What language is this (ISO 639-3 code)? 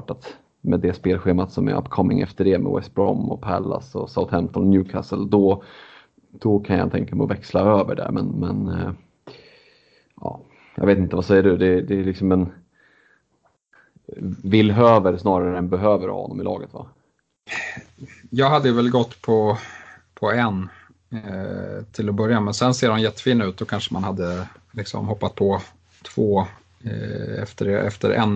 swe